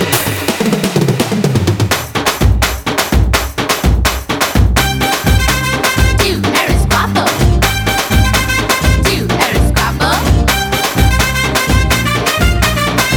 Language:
Telugu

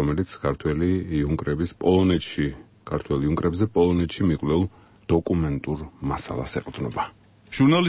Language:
Georgian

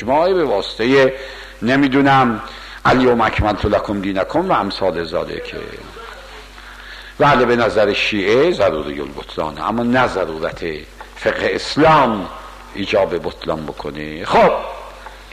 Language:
Persian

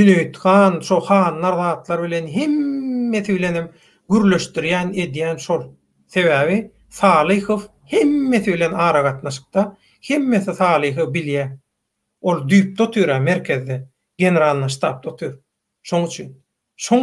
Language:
Turkmen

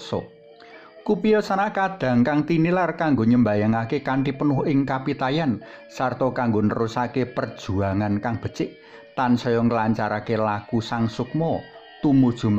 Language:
Javanese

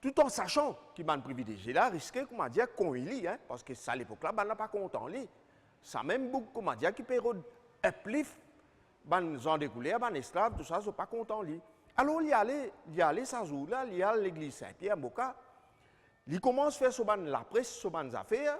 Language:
Morisyen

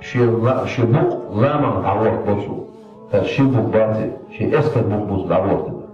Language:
Chechen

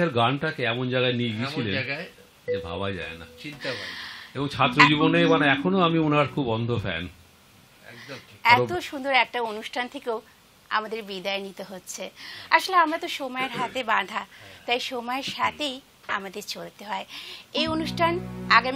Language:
Bangla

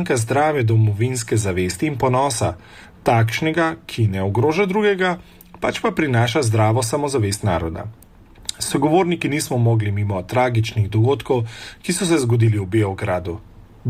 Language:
Slovenian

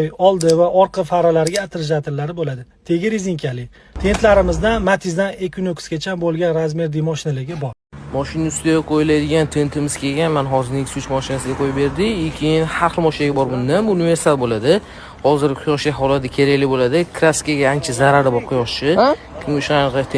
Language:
Uzbek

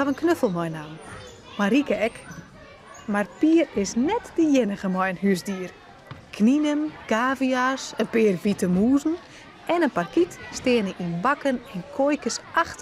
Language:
Western Frisian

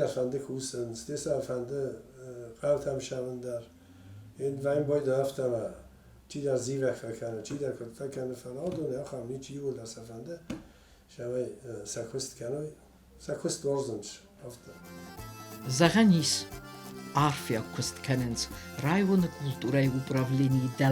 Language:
Ossetic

